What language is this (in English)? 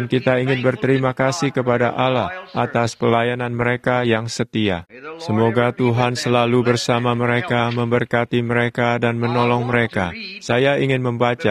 Indonesian